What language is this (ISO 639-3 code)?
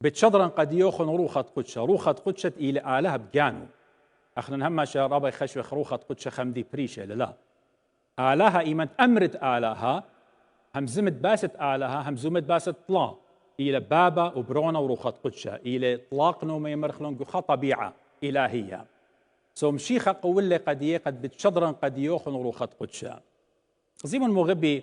aii